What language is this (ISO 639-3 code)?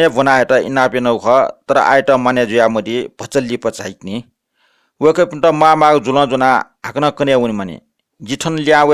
new